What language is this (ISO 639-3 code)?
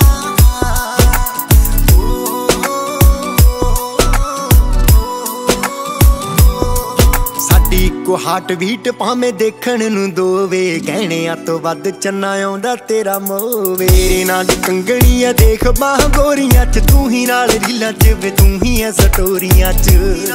pan